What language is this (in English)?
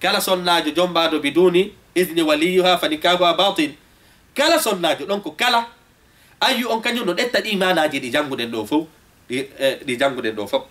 Fula